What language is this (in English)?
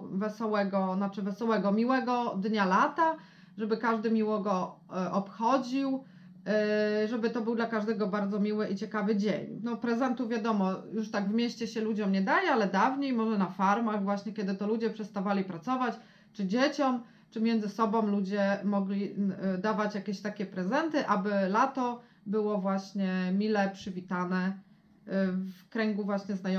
Polish